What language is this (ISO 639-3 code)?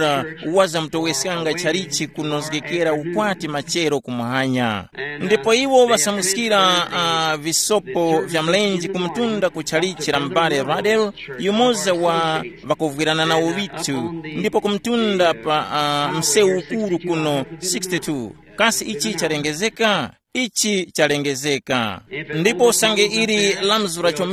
tum